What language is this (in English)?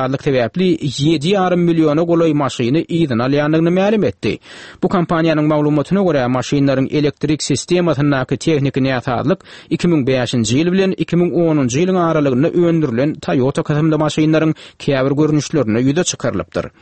Turkmen